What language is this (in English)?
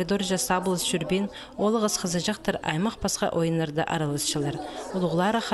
Khakas